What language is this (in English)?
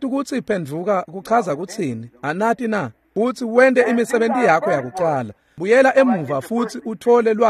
Swati